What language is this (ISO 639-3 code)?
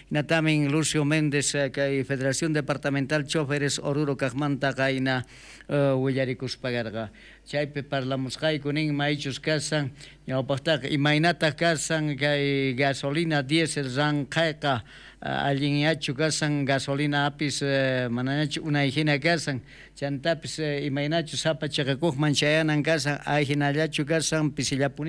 quh